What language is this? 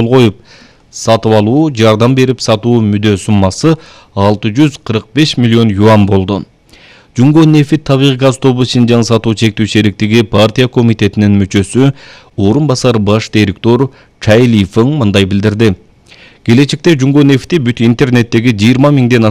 Kyrgyz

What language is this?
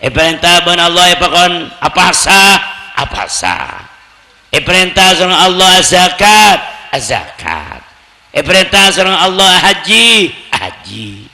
Madurese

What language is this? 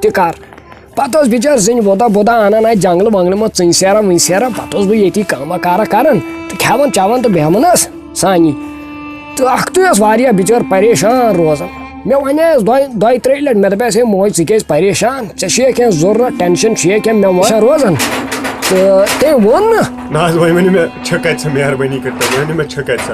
Kashmiri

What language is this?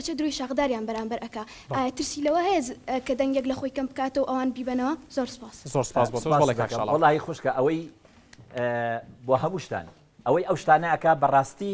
Central Kurdish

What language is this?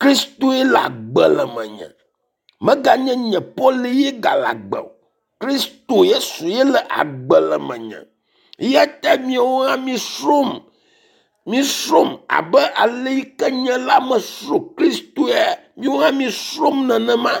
Ewe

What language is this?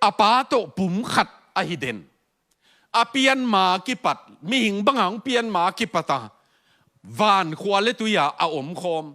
Tedim Chin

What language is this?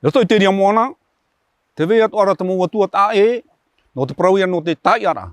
Tahitian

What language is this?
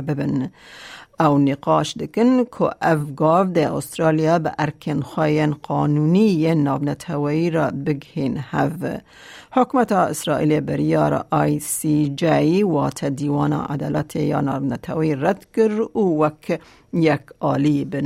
Kurdish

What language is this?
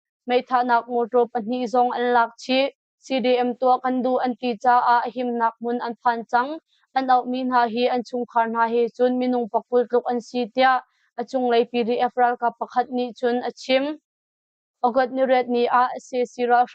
Hakha Chin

